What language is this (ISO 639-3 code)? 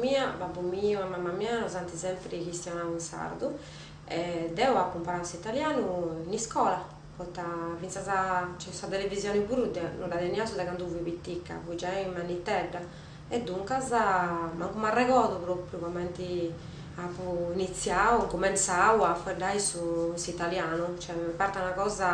srd